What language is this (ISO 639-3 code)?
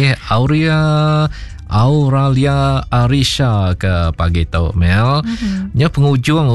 iba